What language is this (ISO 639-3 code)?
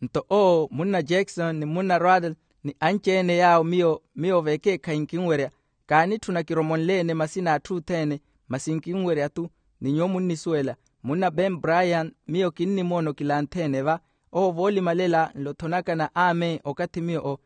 vmw